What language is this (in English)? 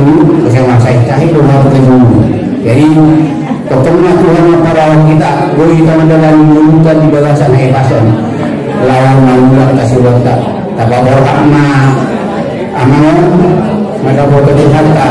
Batak Angkola